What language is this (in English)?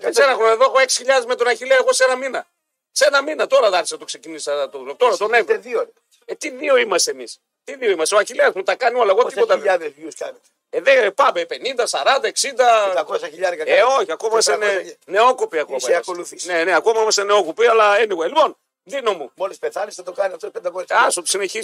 Greek